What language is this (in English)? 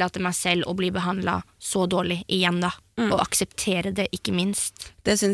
Norwegian